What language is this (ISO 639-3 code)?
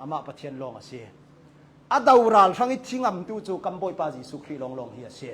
cnh